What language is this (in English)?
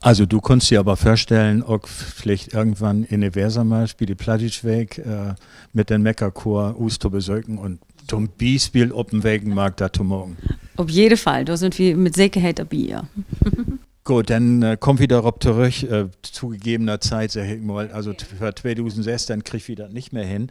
Low German